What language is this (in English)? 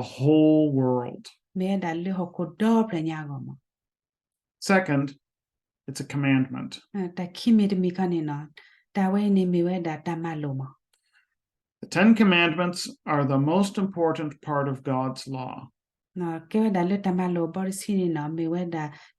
S'gaw Karen